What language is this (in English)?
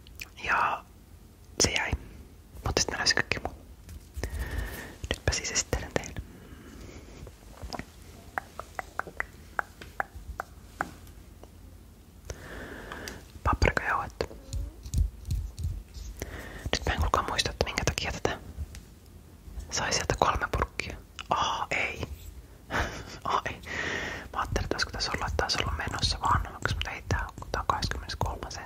Finnish